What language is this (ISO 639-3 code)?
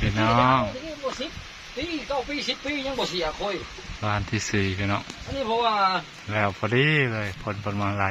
tts